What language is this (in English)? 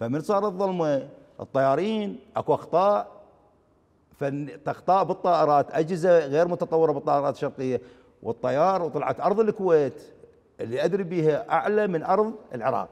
Mesopotamian Arabic